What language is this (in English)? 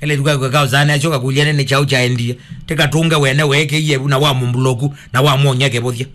Kamba